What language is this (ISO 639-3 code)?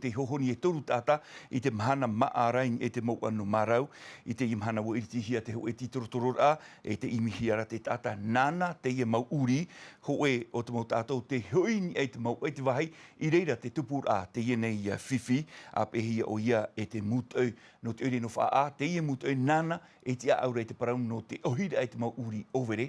tah